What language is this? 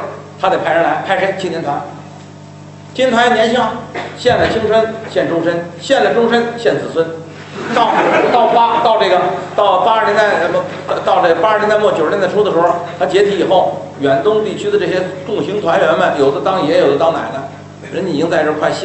Chinese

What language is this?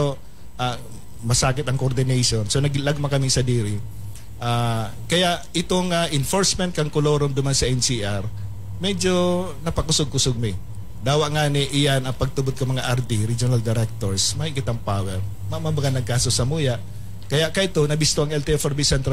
Bikol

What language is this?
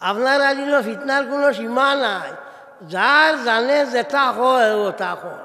Sylheti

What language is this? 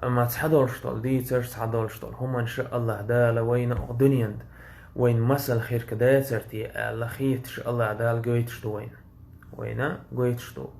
Chechen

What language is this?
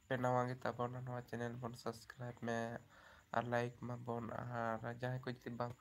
Santali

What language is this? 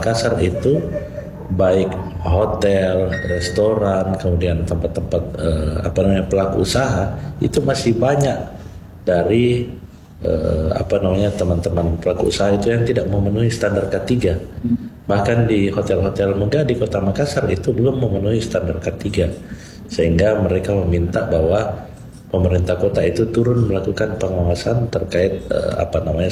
Indonesian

